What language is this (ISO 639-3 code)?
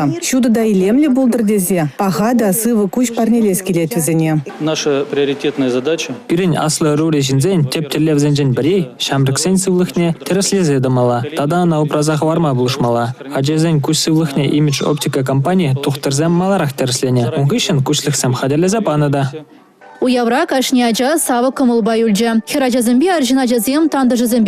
chv